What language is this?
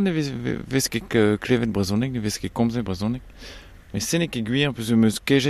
Breton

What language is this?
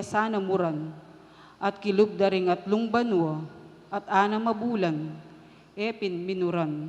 Pampanga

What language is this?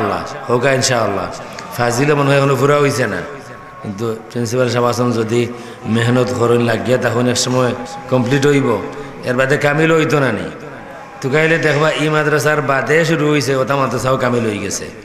Sylheti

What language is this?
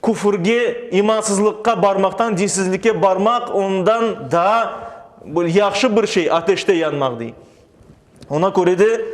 Crimean Tatar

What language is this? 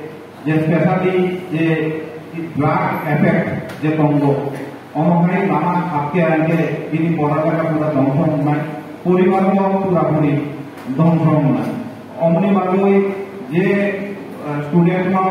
Kok Borok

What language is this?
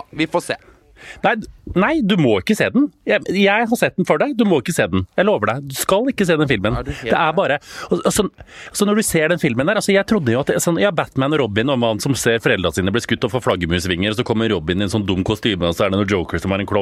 Norwegian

